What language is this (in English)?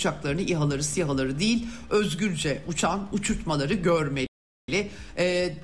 Turkish